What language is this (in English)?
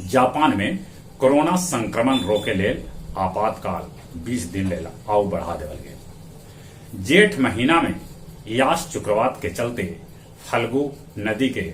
Magahi